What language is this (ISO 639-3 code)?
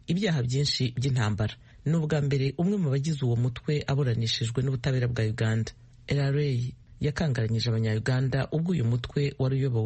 kin